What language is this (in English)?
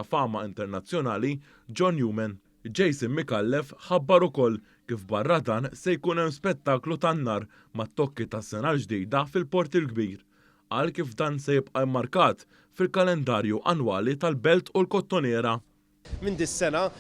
Maltese